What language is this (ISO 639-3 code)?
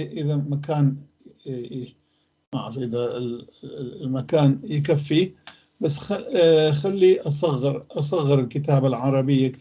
apc